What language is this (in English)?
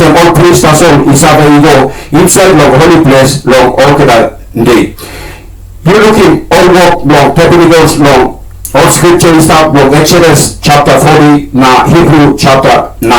Tok Pisin